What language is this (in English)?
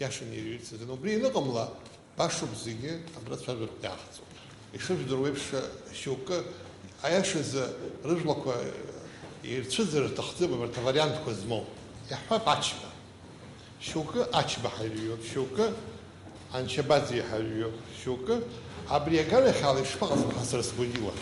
Abkhazian